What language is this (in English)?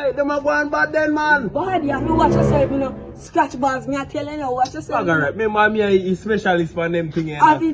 Jamaican Creole English